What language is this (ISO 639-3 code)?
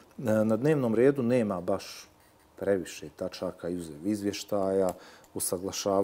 bos